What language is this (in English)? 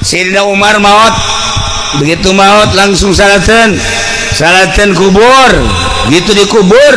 Sundanese